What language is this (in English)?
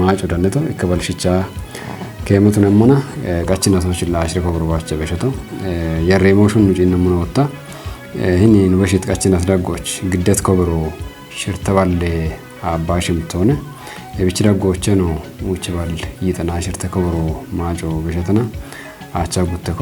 Kafa